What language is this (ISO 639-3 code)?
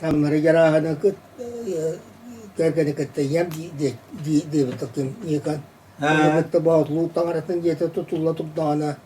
sah